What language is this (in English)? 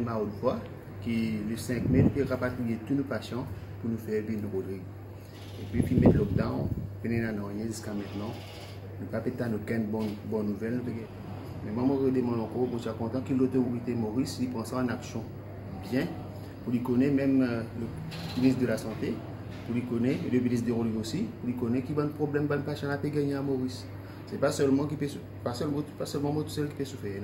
Morisyen